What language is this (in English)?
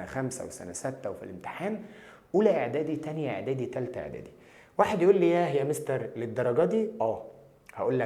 Egyptian Arabic